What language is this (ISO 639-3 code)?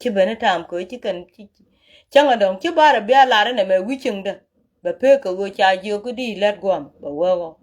nus